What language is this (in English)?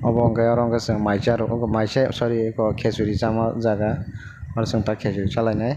Kok Borok